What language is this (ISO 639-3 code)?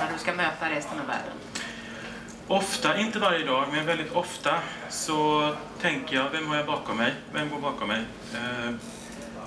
swe